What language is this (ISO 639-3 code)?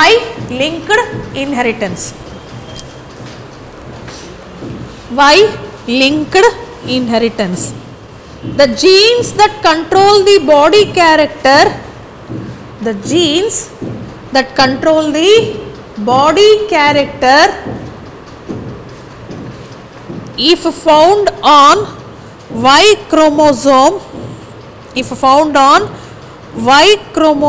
kan